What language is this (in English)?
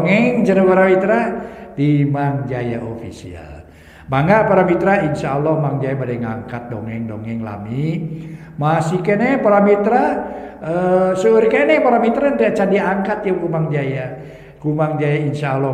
Sundanese